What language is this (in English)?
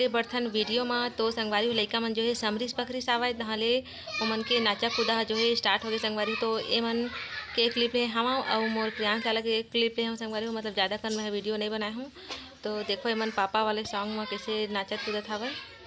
Chhattisgarhi